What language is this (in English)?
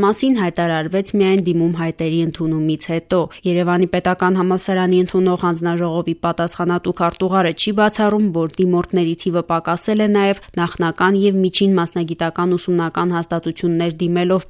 Armenian